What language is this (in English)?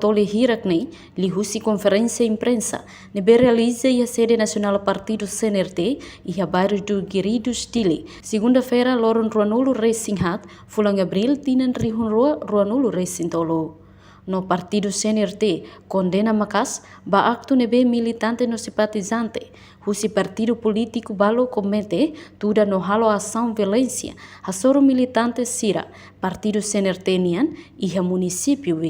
Tetum